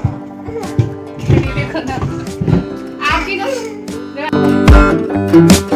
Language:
Hindi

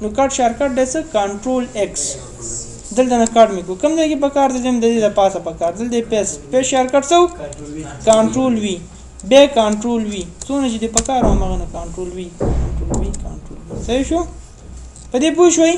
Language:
Pashto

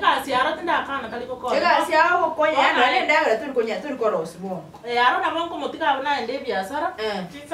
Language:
Gusii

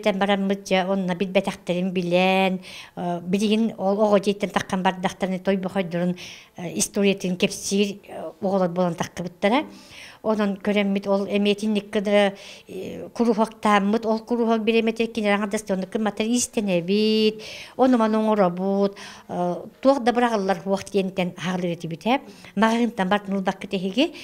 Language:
Yakut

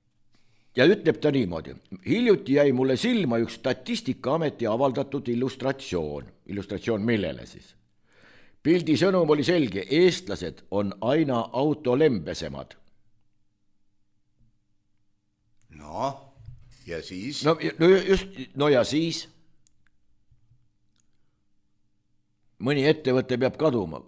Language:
Estonian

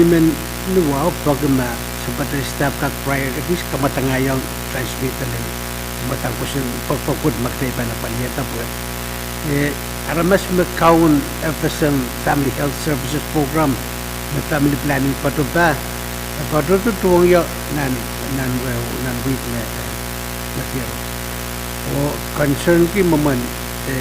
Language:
Pohnpeian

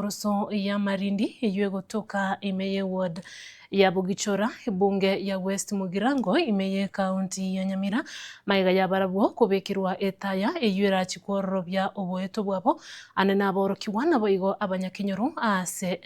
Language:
Gusii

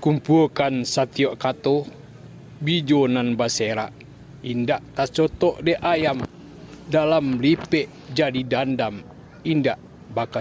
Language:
Minangkabau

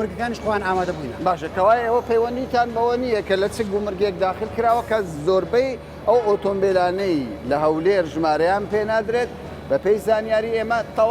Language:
Central Kurdish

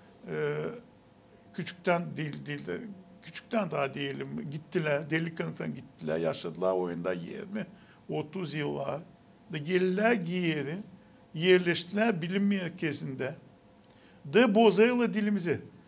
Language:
Gagauz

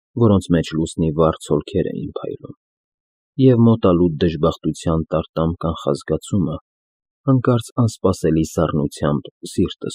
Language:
Armenian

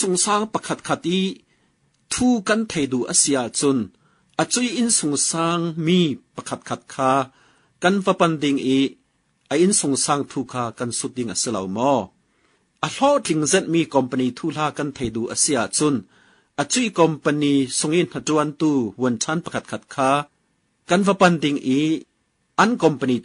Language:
Falam Chin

